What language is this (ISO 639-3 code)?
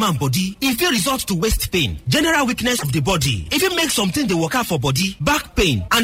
pcm